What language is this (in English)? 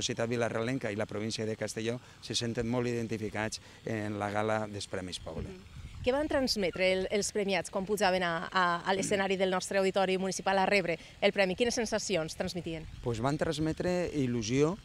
Catalan